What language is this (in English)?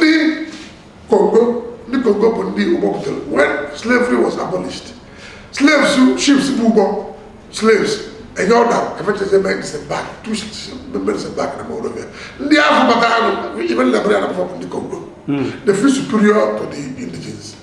Igbo